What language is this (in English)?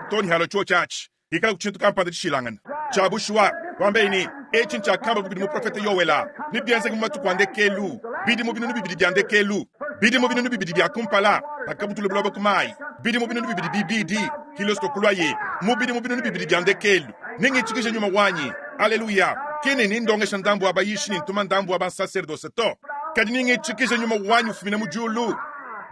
Luba-Lulua